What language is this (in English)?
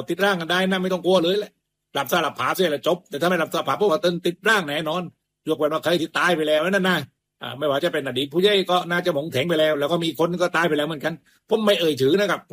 Thai